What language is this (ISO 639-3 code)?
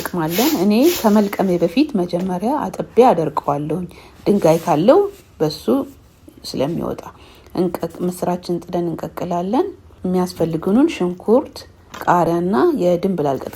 amh